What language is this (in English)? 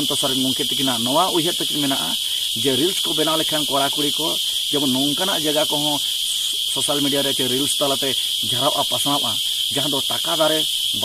Santali